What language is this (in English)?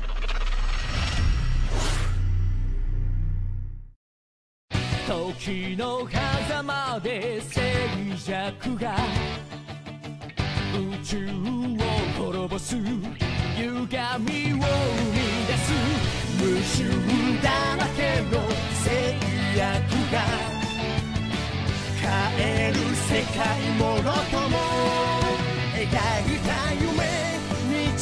Japanese